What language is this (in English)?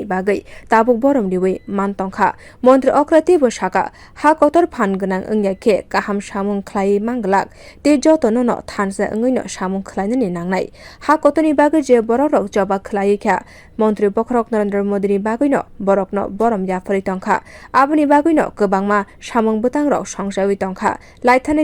Kok Borok